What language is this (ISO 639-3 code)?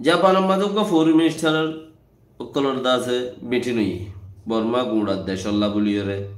rhg